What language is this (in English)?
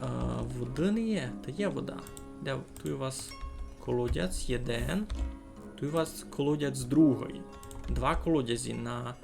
Rusyn